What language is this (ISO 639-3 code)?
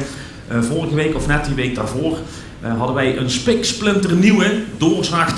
lim